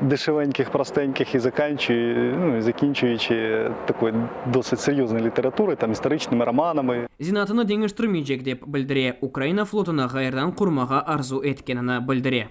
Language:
Crimean Tatar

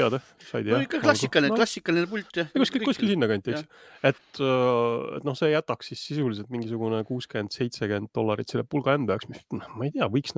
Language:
Estonian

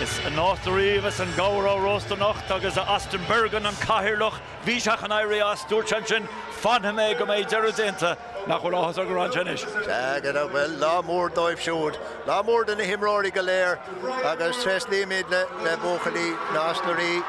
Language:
Irish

